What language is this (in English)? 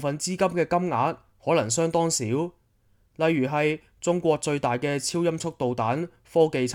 Cantonese